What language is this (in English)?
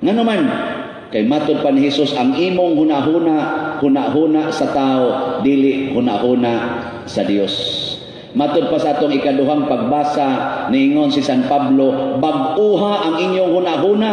Cebuano